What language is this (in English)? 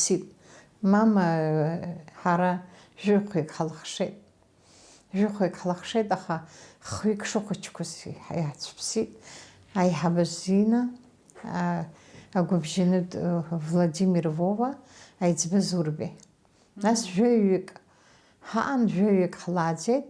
Abkhazian